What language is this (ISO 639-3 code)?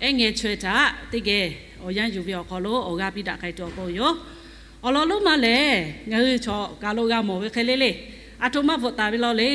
lhu